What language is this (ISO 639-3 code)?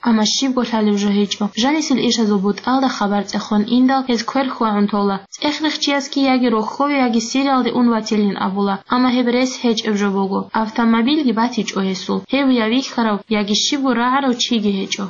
ava